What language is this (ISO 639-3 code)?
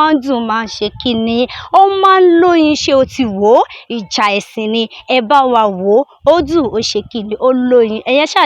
yor